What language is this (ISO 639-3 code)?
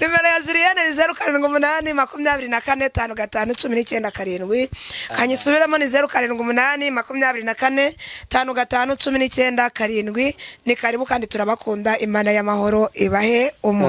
kin